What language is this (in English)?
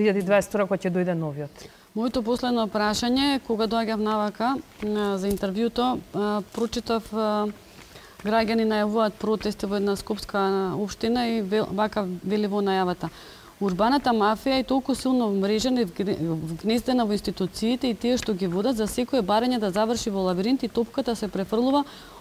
Macedonian